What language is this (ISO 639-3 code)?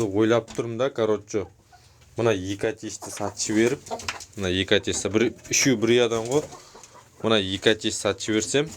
kaz